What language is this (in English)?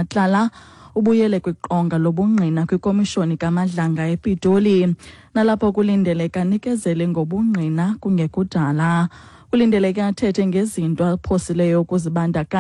Xhosa